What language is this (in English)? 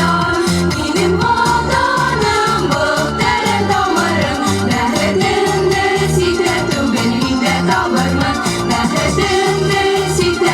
Bashkir